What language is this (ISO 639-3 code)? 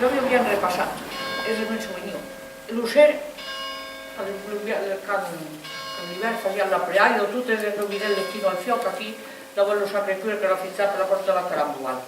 oci